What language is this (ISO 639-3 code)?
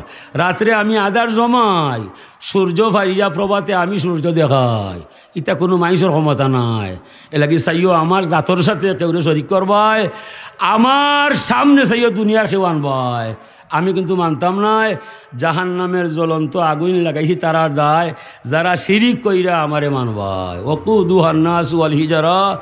syl